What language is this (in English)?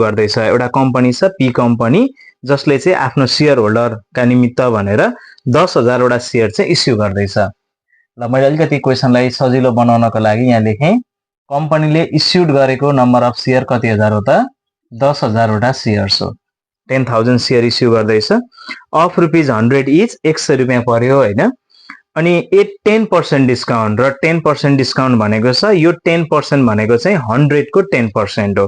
Nepali